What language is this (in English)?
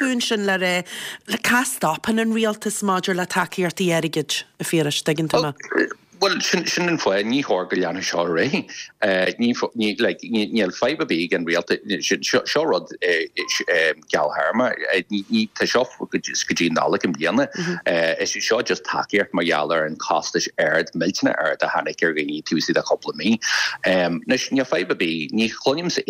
Irish